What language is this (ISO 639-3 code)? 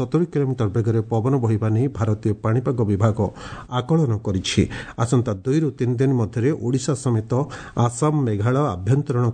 ori